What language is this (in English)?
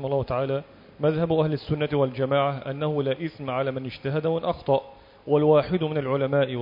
Arabic